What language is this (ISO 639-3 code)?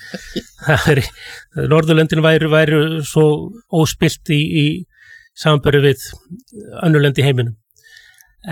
isl